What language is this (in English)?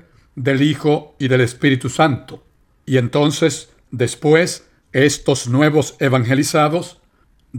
Spanish